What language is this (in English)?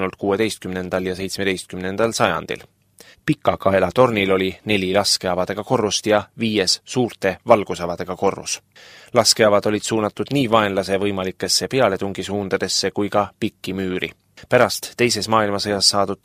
Estonian